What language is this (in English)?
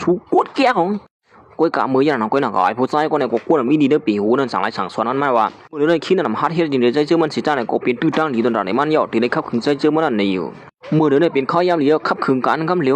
Shan